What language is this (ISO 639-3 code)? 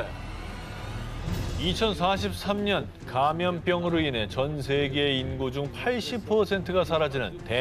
kor